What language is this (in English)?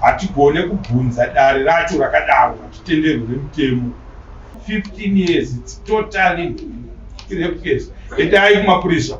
Shona